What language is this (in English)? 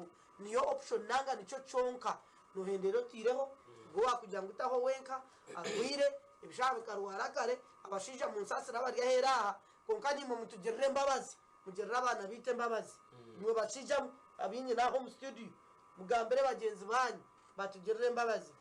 Nyankole